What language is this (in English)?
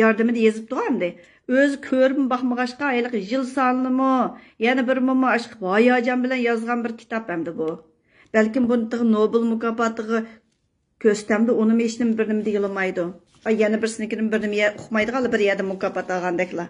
Uyghur